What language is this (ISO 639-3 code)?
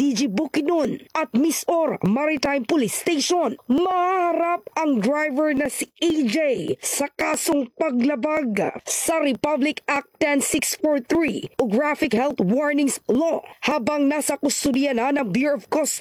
fil